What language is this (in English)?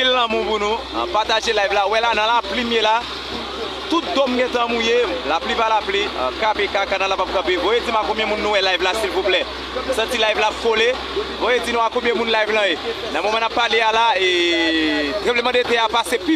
Haitian Creole